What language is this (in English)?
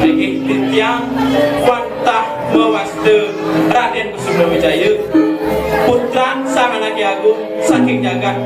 Balinese